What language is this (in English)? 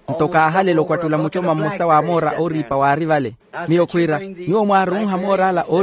Makhuwa